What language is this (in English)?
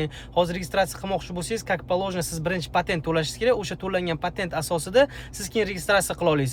Uzbek